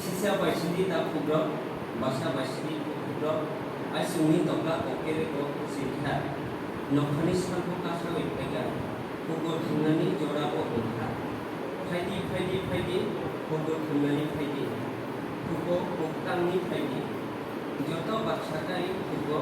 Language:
Kok Borok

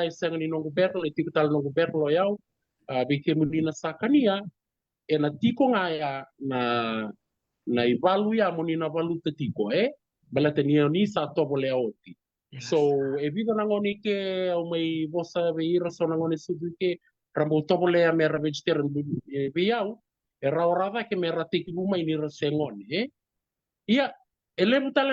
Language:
Fijian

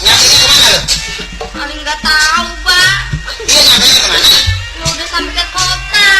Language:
Betawi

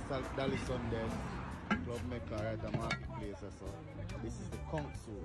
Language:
Jamaican Creole English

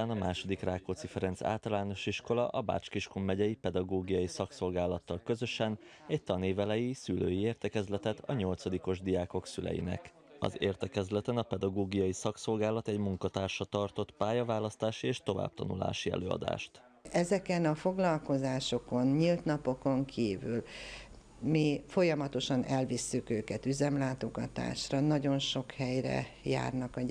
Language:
Hungarian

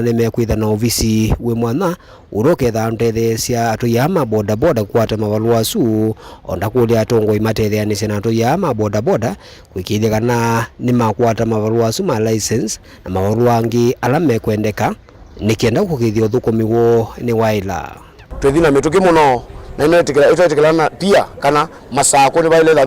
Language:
Kamba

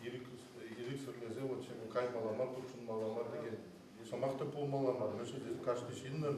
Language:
Chuvash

